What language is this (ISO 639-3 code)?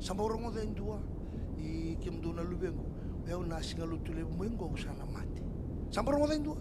fij